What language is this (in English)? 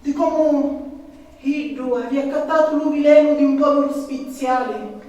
Sicilian